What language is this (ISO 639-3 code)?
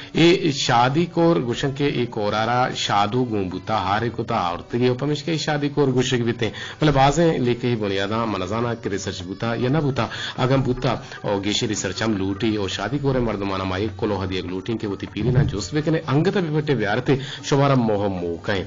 bgp